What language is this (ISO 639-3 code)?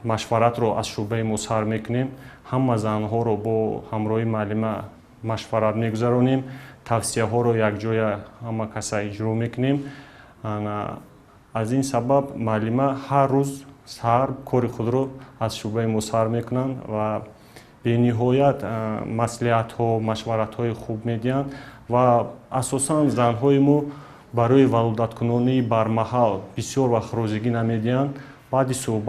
tgk